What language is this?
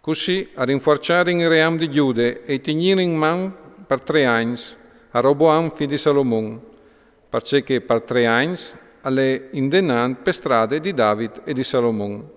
Friulian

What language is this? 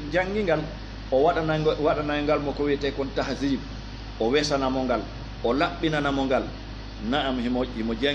Fula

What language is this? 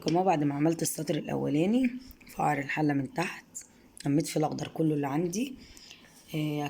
Egyptian Arabic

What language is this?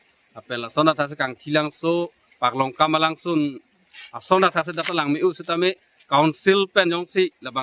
Karbi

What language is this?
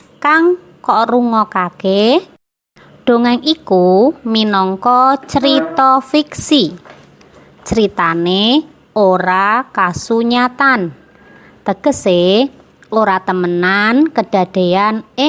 Javanese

